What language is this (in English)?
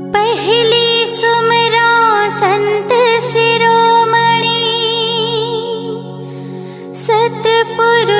Chhattisgarhi